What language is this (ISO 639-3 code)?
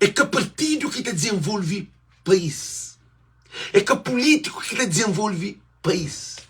kea